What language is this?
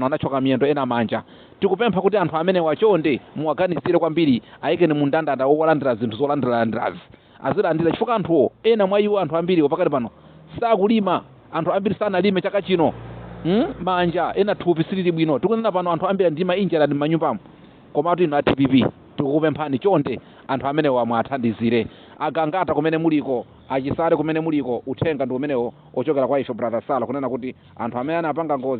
Nyanja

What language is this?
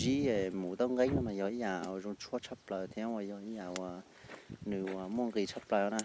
Hmong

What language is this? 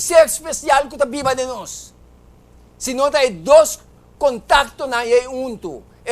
Papiamento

